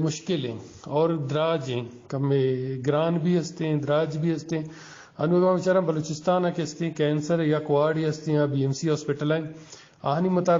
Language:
Eastern Balochi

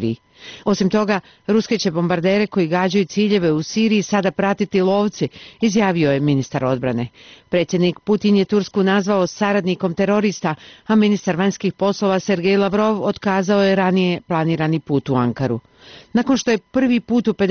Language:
Bosnian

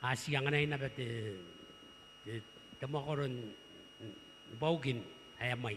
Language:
Gilbertese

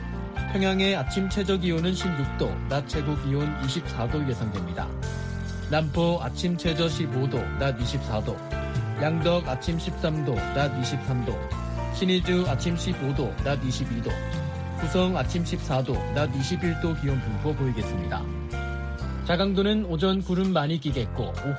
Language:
Korean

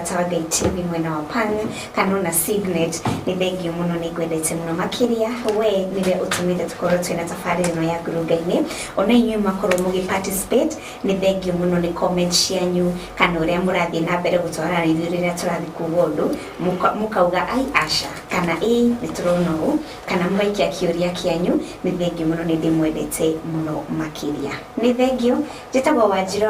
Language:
Kikuyu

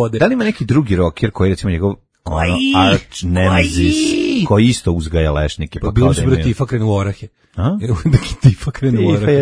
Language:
Serbian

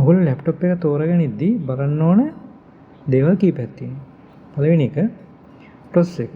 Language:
Sinhala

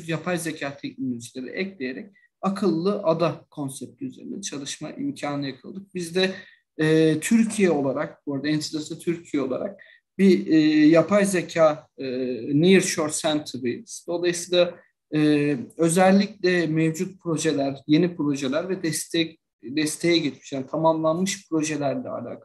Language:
Turkish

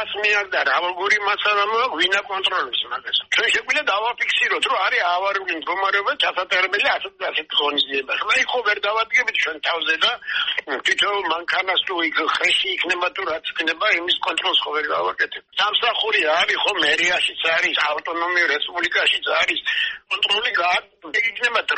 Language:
Georgian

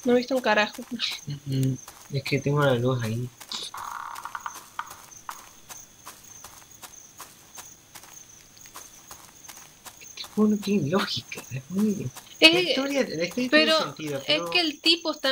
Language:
Spanish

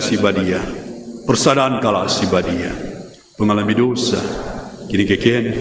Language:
Batak Karo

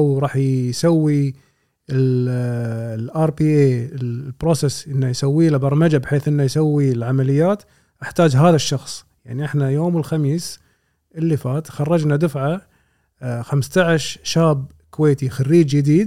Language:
Gulf Arabic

